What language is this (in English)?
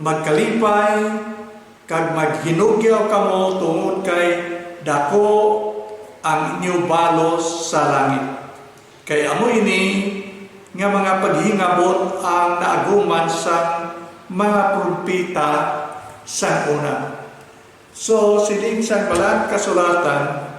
Hiligaynon